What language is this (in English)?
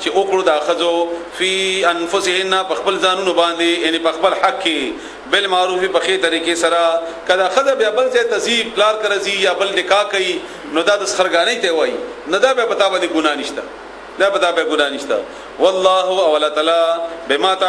Pashto